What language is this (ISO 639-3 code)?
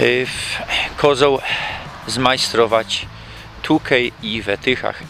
szl